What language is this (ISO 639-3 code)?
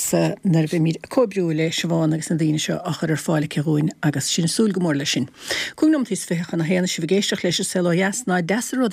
gle